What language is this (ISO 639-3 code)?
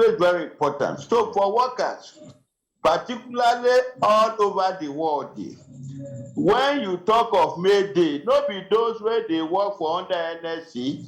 pcm